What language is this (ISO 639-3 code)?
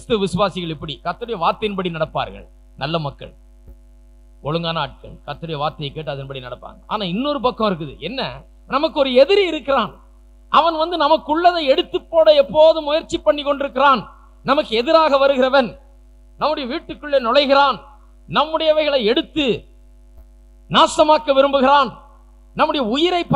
tam